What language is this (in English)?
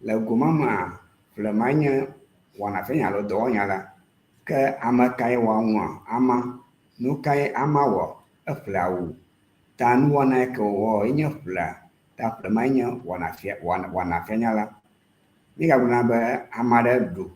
Ewe